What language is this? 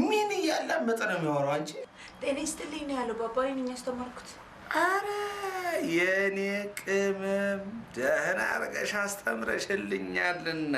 Amharic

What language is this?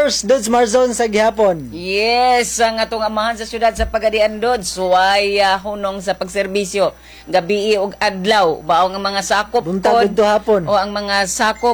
Cebuano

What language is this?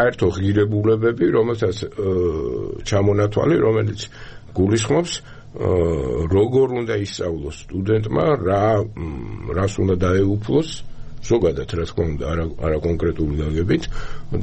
Georgian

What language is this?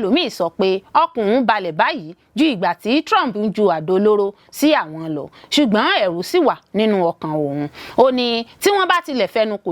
Yoruba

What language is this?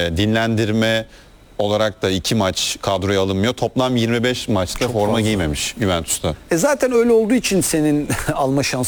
Turkish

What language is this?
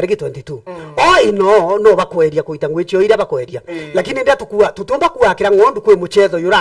Meru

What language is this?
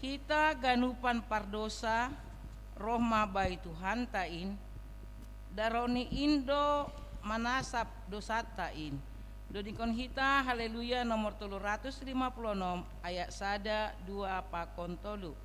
Batak Simalungun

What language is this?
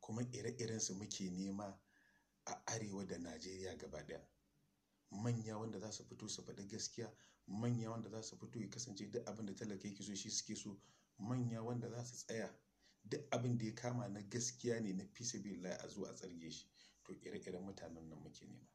Hausa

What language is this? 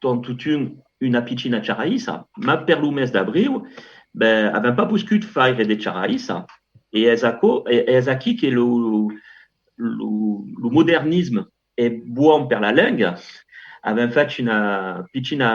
Occitan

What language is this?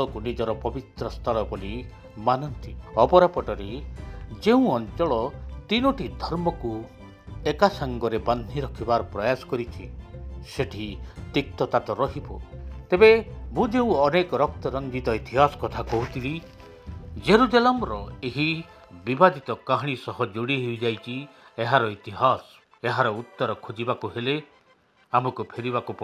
Odia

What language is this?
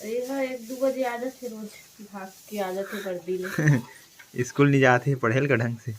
Chhattisgarhi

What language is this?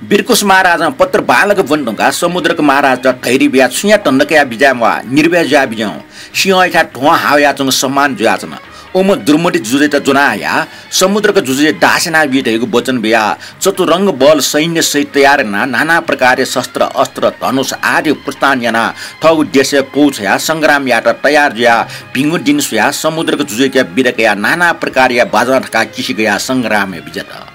Newari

